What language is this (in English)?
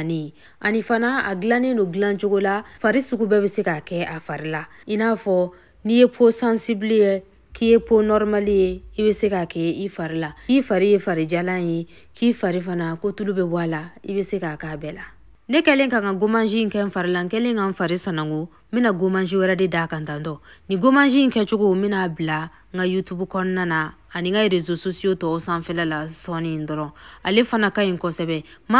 Bambara